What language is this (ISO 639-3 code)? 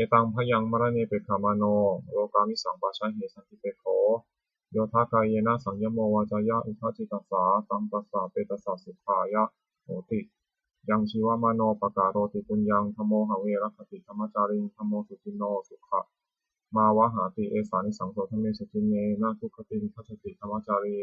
pli